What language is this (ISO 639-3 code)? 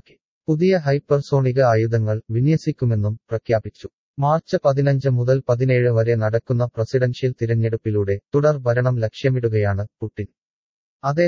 mal